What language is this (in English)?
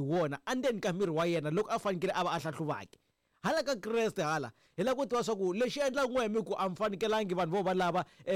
Tsonga